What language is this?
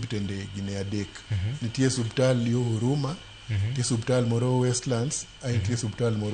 Luo (Kenya and Tanzania)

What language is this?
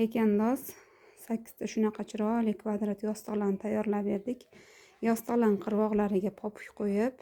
Uzbek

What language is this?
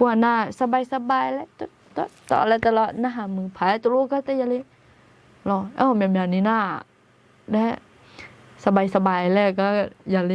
Akha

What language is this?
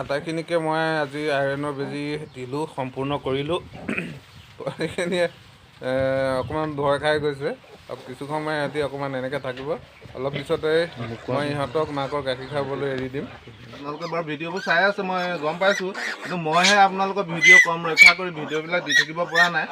Assamese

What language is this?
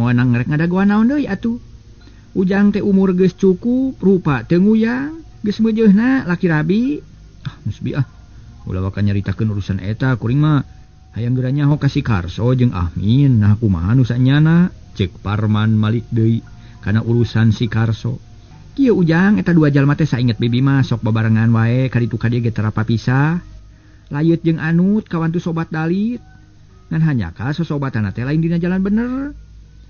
Sundanese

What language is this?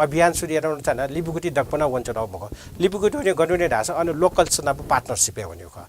Newari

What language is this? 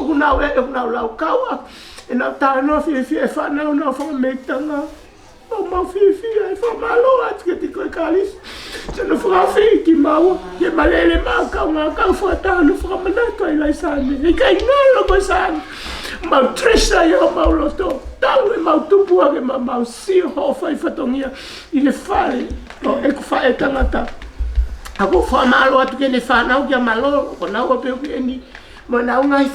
Tongan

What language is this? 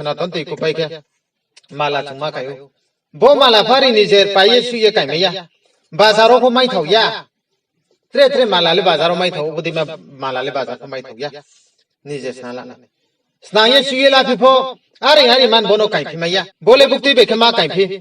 Riang (India)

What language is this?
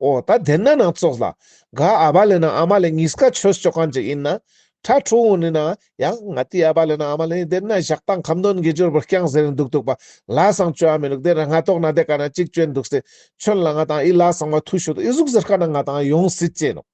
Ladakhi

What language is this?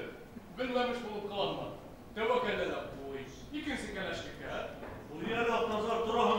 Bashkir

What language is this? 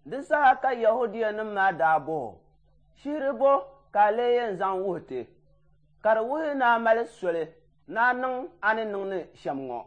Dagbani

